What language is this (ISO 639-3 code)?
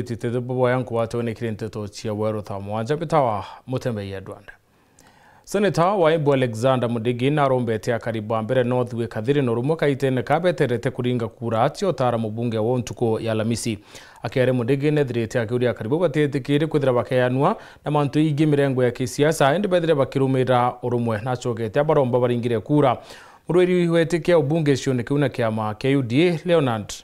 mer